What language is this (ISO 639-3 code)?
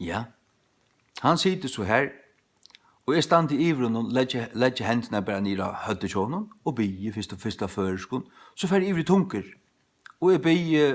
fao